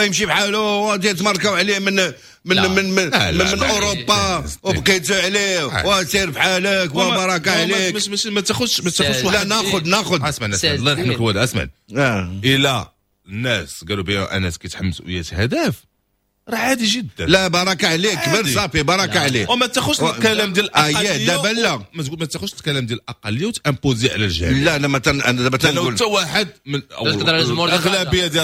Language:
Moroccan Arabic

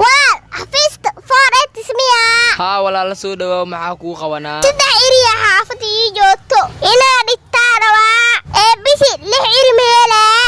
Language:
Somali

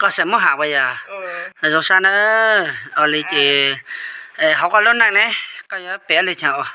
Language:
Hmong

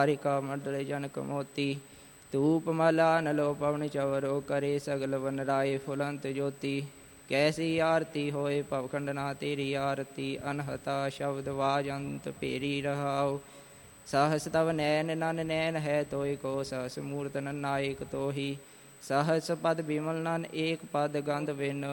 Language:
Punjabi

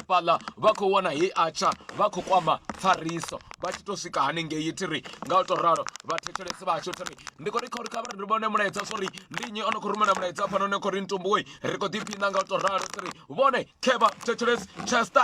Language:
Venda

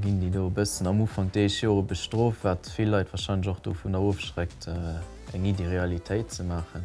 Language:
Luxembourgish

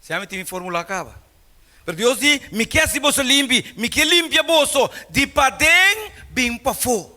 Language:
Papiamento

